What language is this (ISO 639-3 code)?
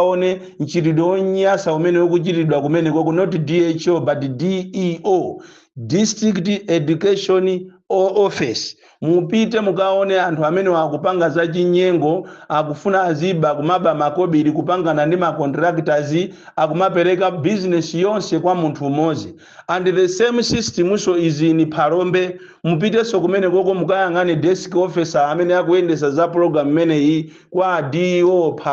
nya